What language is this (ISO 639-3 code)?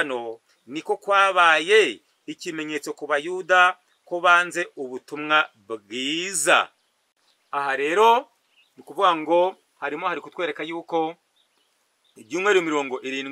kin